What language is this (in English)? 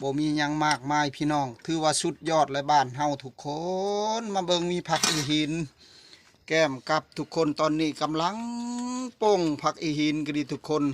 Northeastern Thai